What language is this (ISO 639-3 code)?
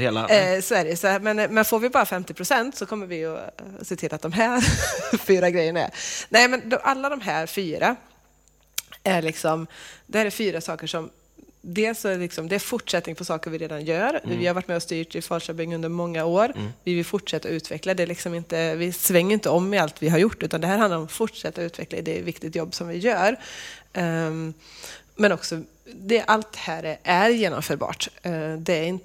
swe